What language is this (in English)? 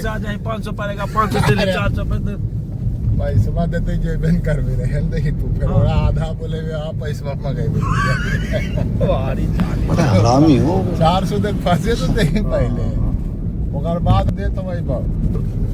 Magahi